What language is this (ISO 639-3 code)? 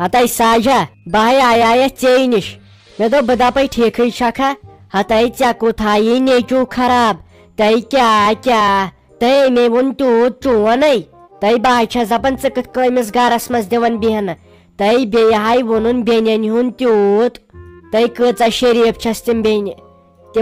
kas